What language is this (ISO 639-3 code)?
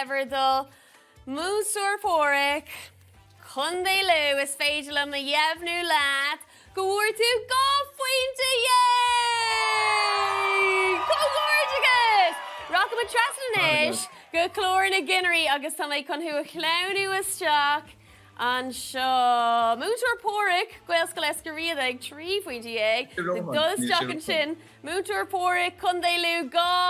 gle